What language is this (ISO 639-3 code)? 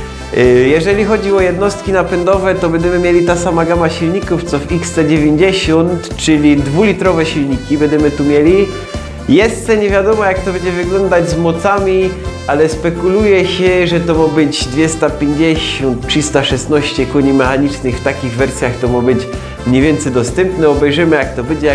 szl